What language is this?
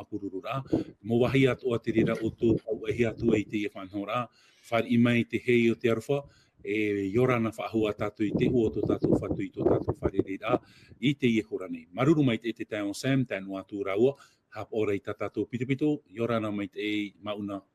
Tahitian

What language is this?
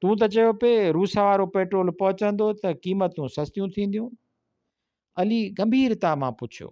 Sindhi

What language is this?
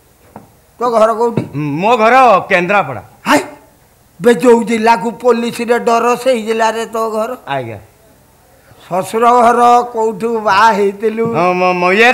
Odia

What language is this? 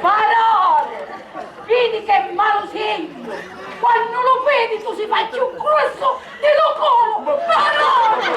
Sicilian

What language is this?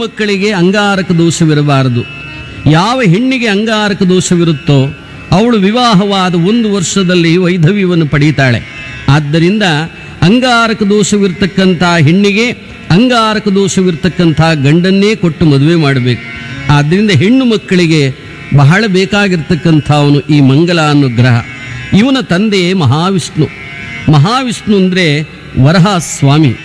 Kannada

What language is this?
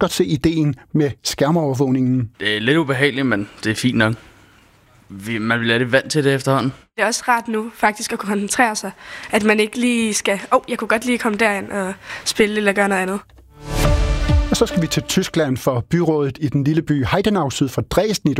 Danish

